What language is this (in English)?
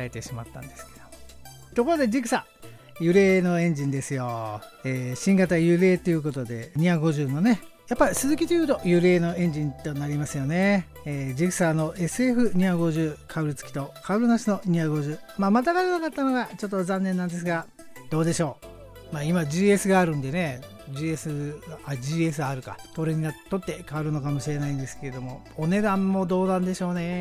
Japanese